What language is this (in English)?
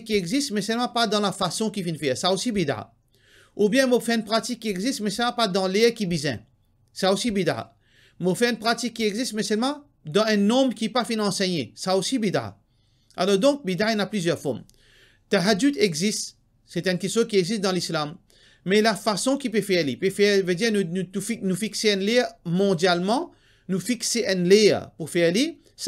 Morisyen